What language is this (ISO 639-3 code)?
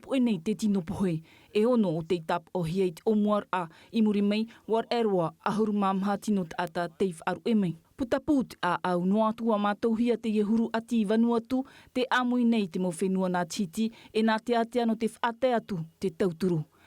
tah